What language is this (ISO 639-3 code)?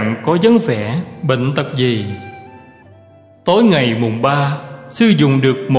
vie